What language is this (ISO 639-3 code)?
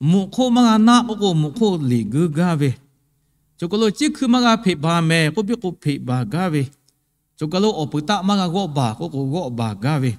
lhu